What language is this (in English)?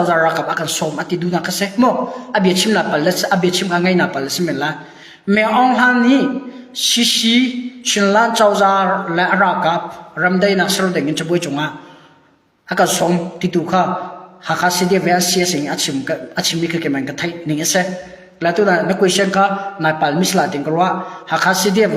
Hakha Chin